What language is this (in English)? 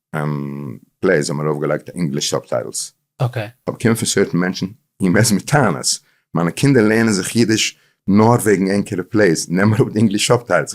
Yiddish